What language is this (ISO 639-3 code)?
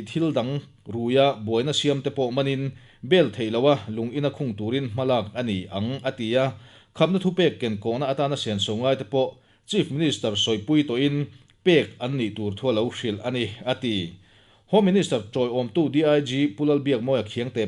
lus